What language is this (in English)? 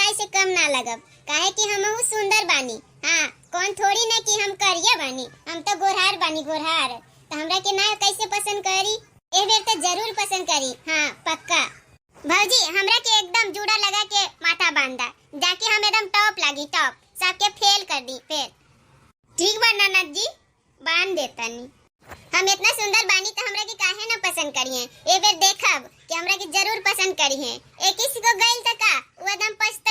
Bhojpuri